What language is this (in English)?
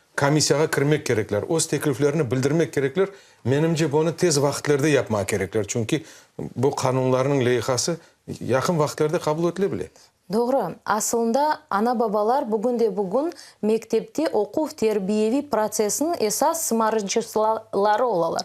Crimean Tatar